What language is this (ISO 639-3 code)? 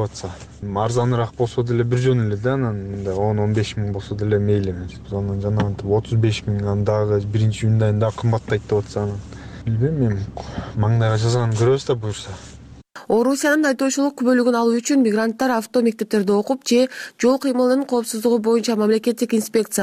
kir